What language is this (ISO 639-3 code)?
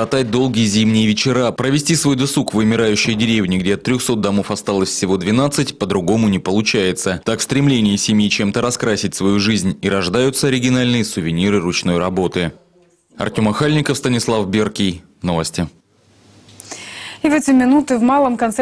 rus